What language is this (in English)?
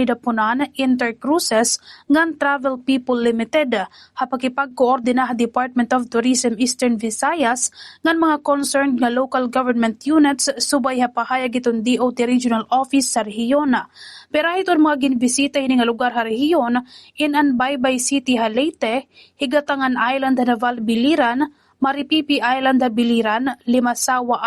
Waray